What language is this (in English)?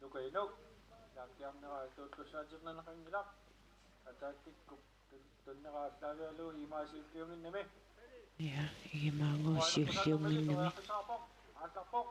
Kalaallisut